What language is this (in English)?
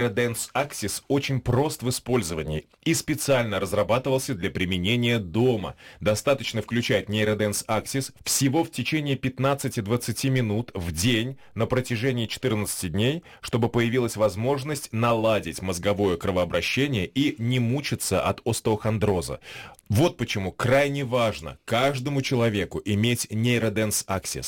Russian